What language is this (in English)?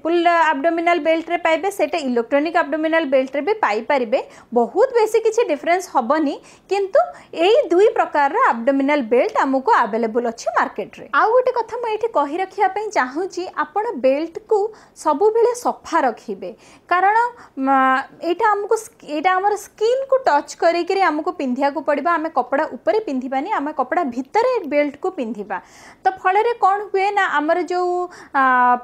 Odia